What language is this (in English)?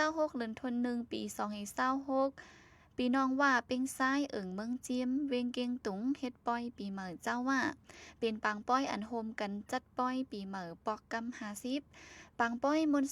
Shan